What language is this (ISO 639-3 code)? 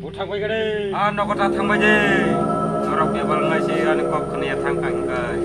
trp